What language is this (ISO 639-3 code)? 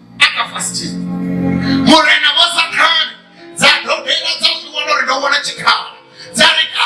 ven